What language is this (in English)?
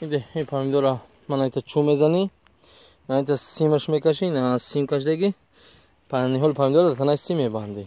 Tajik